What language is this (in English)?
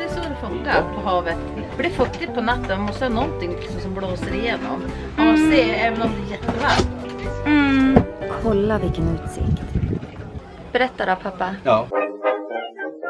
Swedish